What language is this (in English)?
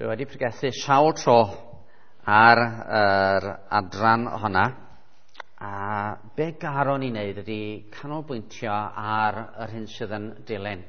Welsh